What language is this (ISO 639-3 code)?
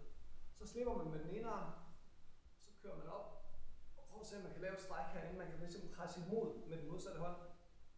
dan